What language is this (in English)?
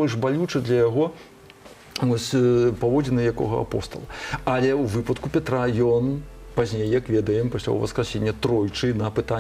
Belarusian